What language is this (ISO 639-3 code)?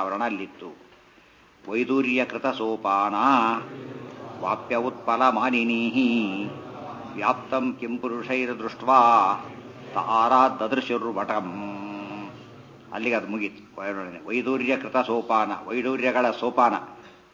kan